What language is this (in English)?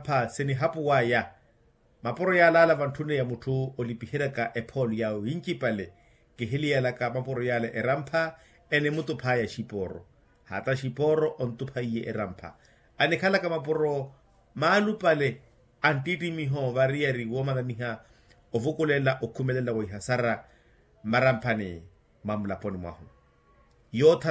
Makhuwa